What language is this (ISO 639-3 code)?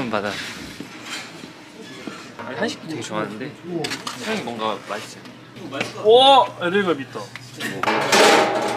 kor